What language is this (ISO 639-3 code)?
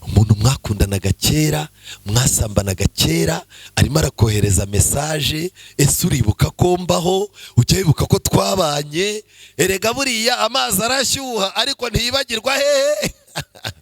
kin